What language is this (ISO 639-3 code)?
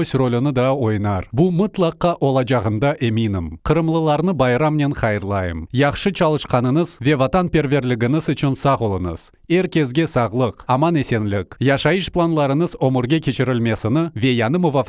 crh